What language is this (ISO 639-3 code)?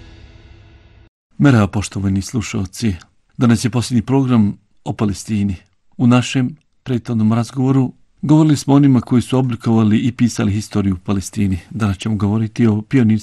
bos